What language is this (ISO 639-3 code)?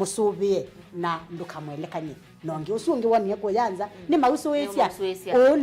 kam